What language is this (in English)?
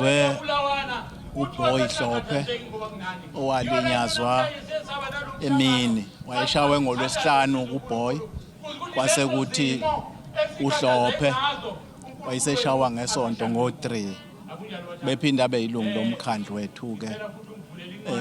Zulu